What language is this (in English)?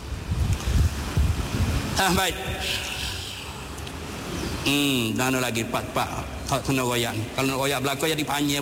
Malay